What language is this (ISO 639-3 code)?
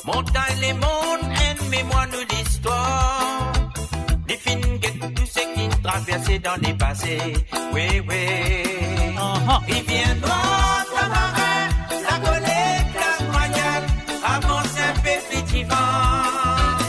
mfe